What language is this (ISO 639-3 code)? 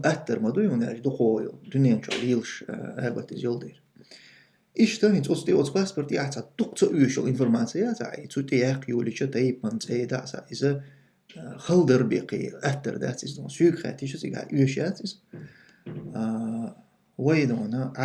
che